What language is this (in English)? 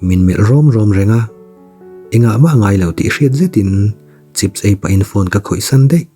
Mizo